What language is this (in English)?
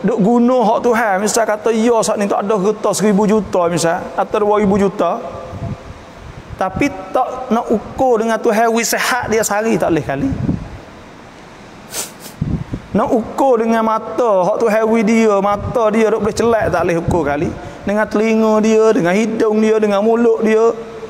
Malay